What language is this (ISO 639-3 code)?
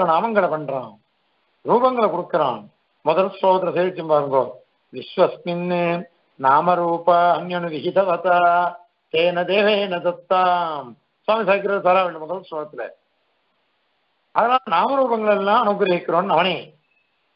tam